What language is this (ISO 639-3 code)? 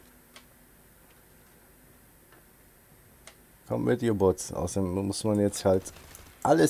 deu